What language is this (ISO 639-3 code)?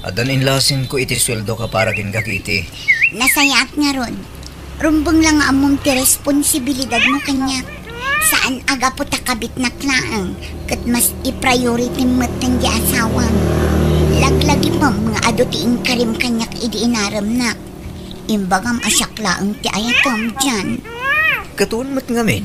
ilo